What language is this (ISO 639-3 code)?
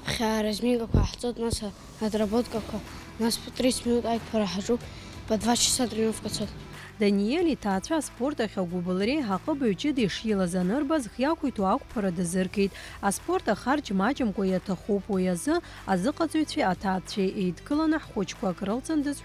abk